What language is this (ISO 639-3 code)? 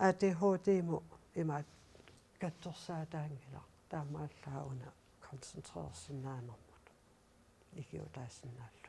kal